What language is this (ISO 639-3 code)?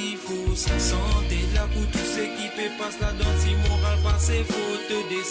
mfe